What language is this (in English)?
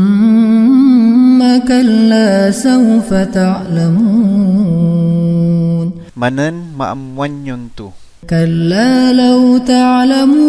Iloko